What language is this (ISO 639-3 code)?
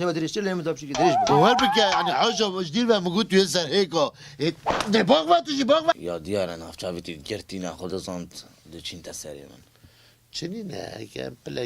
kur